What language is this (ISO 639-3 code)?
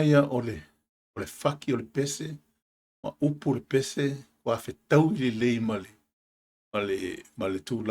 smo